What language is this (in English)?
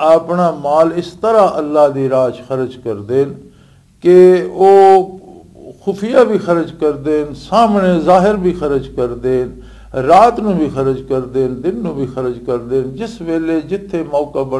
Western Panjabi